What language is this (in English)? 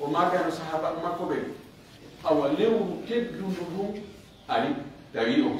Pular